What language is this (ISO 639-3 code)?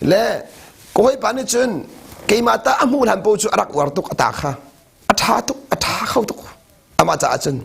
cnh